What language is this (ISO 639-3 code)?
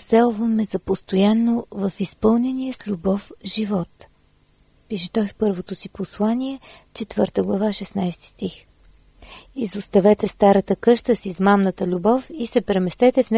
bul